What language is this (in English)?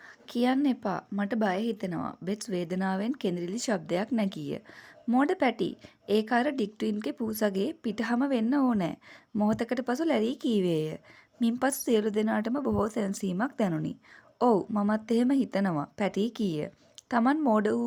Sinhala